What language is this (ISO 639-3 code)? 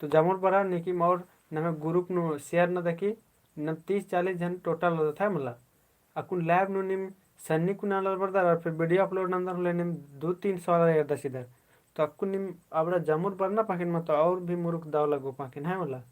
kru